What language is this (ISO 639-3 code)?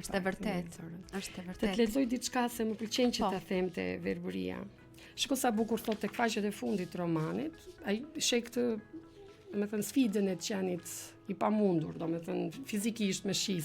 sqi